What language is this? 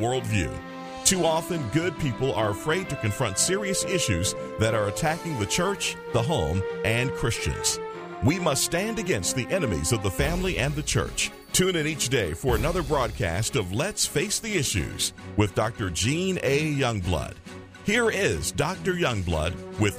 English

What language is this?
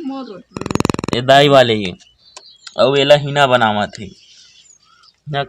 Chhattisgarhi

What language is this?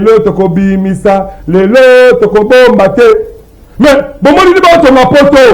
Lingala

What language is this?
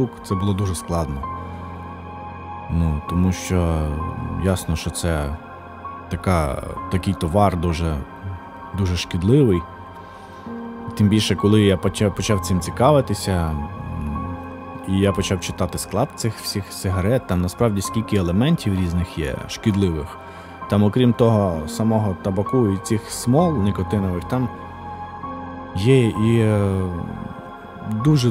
Ukrainian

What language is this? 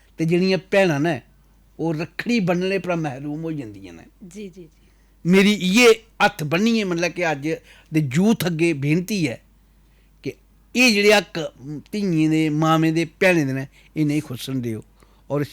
Dogri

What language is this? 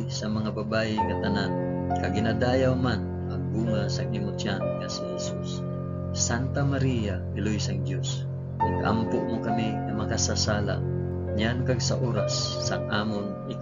Hiligaynon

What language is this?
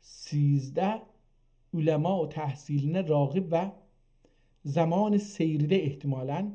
South Azerbaijani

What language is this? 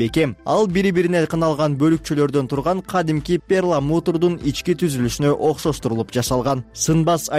Kyrgyz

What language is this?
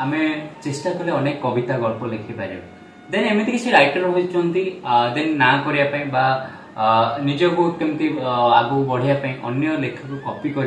Odia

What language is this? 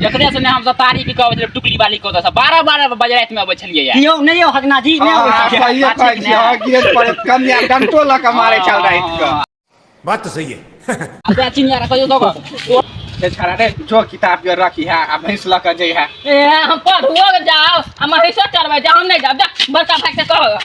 Maithili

